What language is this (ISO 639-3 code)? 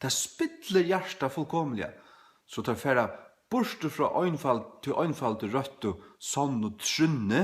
fao